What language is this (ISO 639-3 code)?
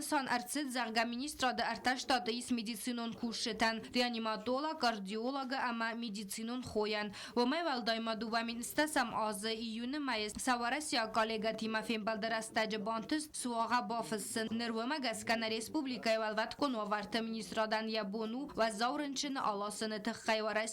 oss